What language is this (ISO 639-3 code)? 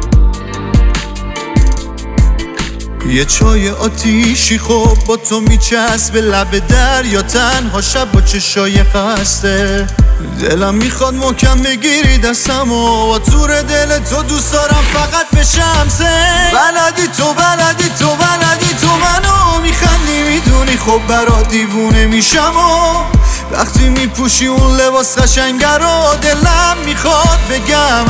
fas